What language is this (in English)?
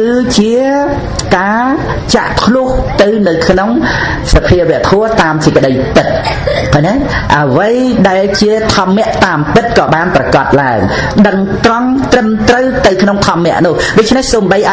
Khmer